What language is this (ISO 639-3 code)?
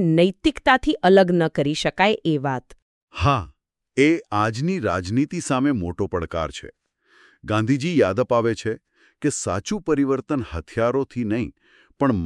guj